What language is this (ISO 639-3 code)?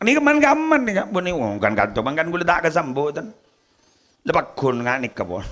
mad